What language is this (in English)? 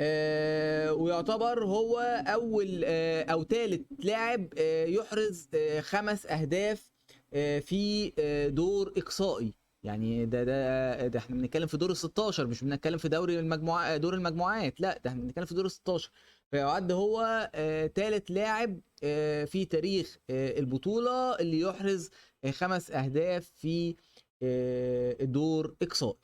Egyptian Arabic